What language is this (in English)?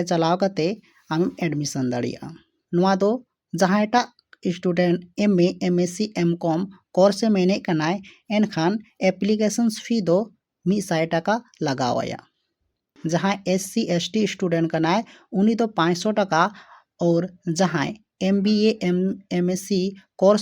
Santali